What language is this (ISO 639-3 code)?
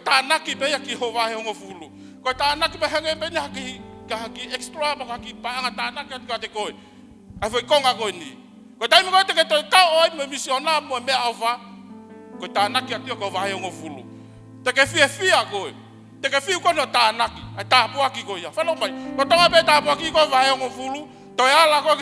ton